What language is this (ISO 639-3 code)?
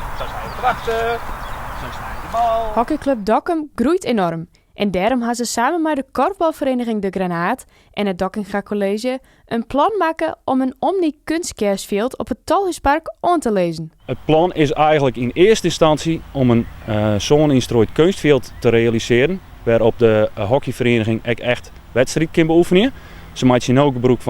fry